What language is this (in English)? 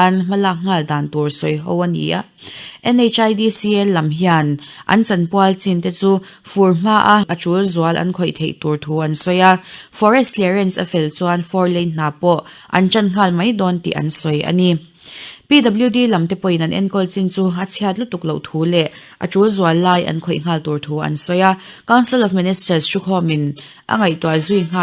Mizo